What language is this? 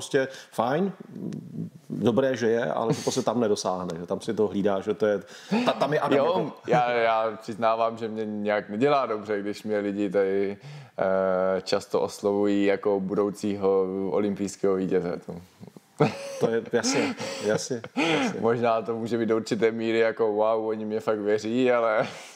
Czech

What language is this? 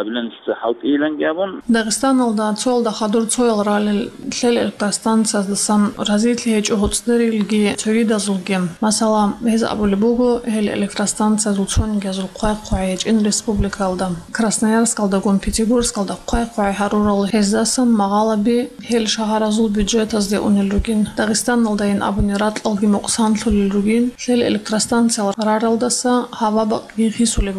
Avaric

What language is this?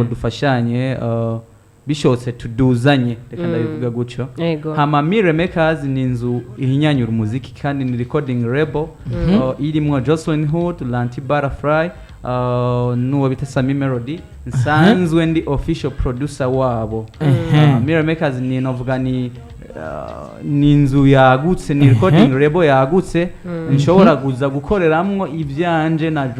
Rundi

